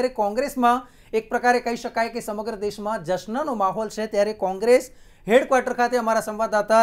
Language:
Gujarati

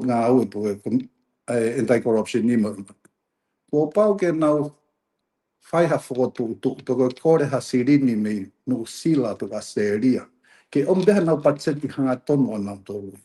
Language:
Tongan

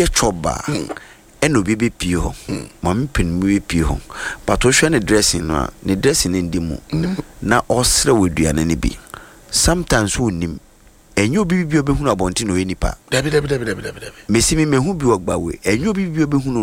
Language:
Akan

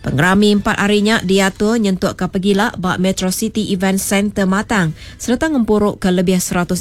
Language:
Iban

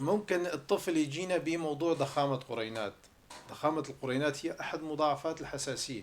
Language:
North Levantine Arabic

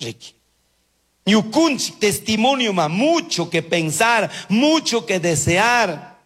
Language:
Chimborazo Highland Quichua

